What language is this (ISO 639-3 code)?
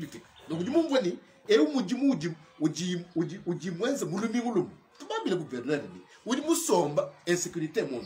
lua